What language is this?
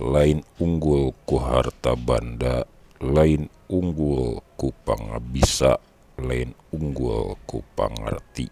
Sundanese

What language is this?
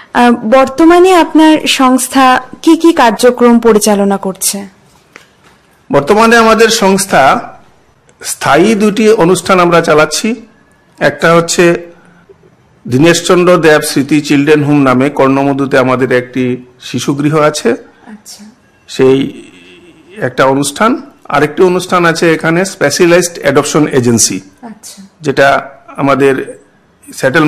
Bangla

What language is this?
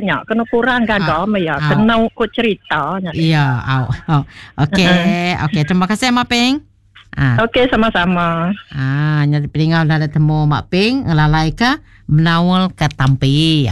Iban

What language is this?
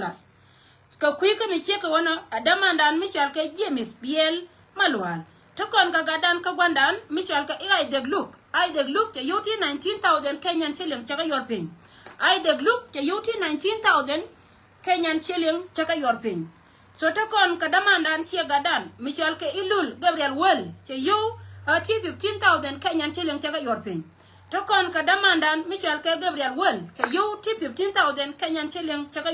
Nuer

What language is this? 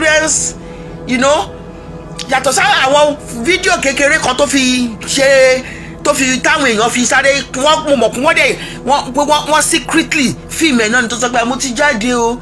Yoruba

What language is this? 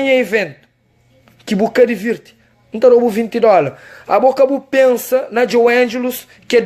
Kabuverdianu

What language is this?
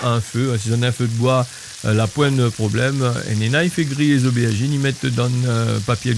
Réunion Creole French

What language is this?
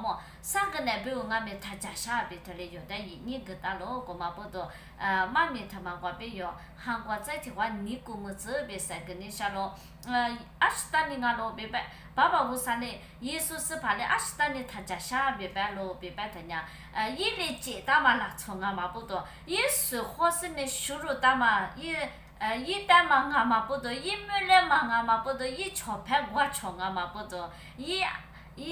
Lisu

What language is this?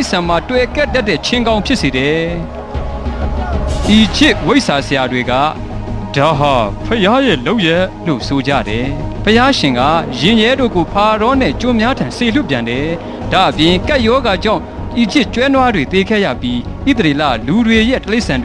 Burmese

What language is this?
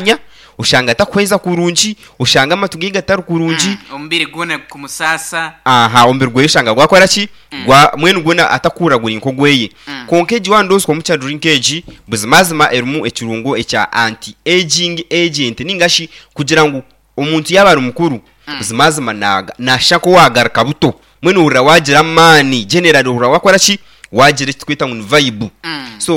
Nyankole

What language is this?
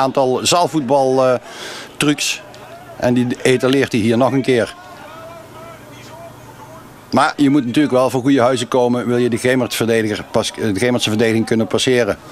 Dutch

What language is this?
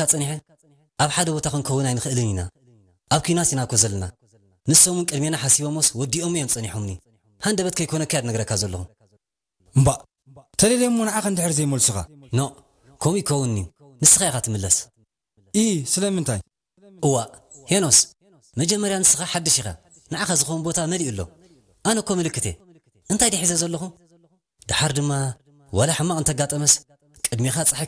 Tigrinya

